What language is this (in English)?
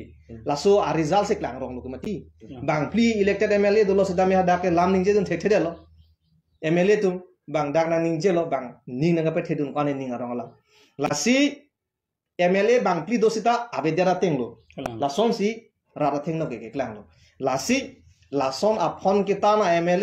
Karbi